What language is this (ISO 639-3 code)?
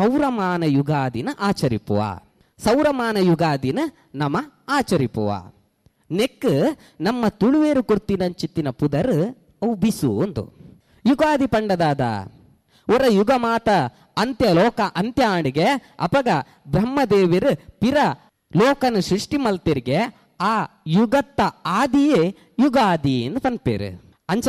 tcy